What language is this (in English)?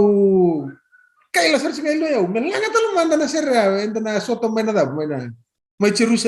Fijian